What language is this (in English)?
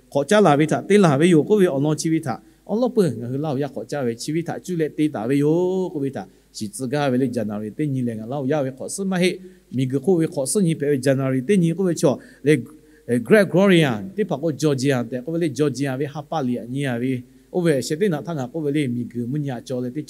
Lahu